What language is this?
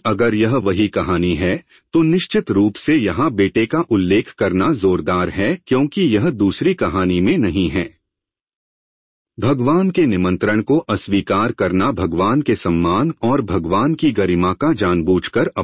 Hindi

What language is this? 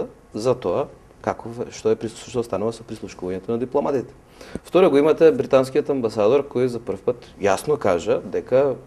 Macedonian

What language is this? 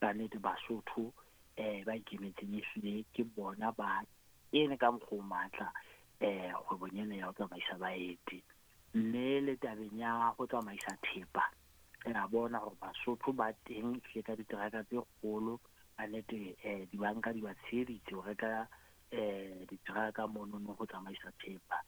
Southern Sotho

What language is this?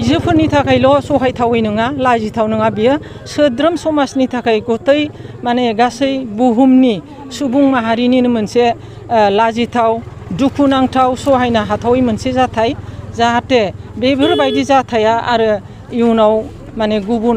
Bodo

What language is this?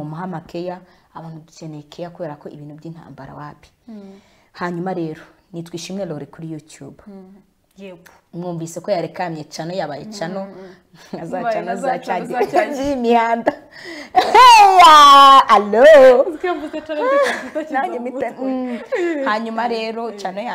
Kinyarwanda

